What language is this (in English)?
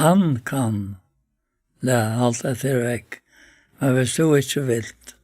Faroese